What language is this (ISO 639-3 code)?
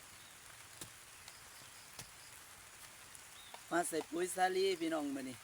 tts